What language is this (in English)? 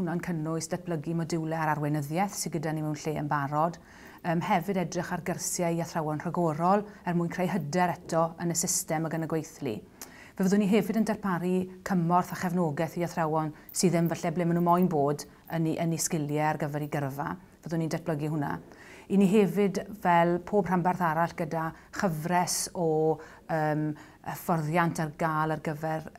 Welsh